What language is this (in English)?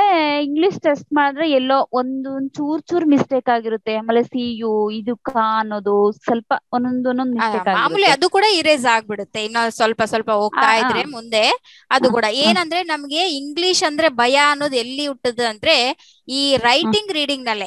Kannada